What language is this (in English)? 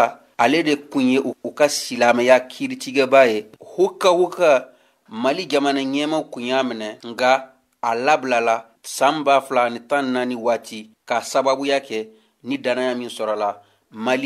Bambara